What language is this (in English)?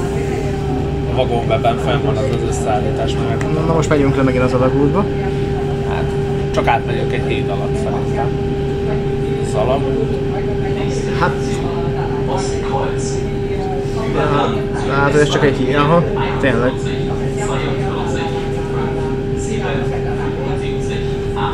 Hungarian